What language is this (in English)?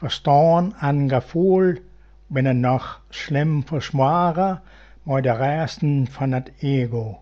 Western Frisian